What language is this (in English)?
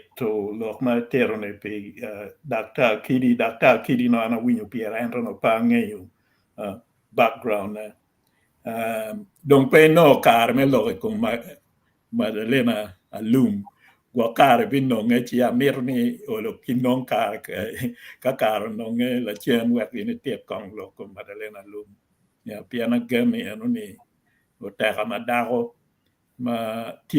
Acoli